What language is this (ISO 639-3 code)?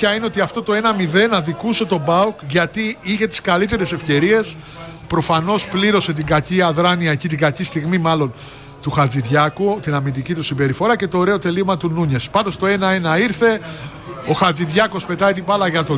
ell